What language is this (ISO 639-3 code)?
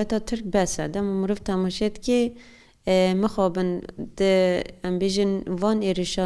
kur